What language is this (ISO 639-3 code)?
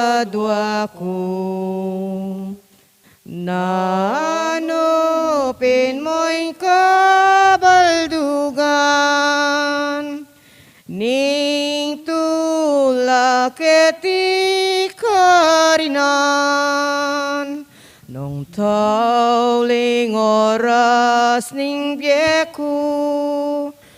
pam